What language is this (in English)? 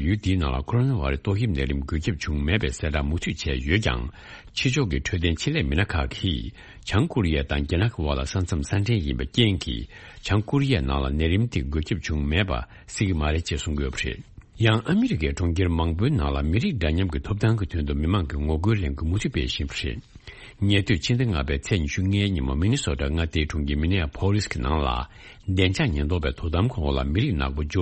Tibetan